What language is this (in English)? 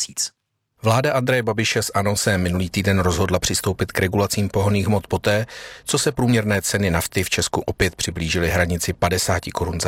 Czech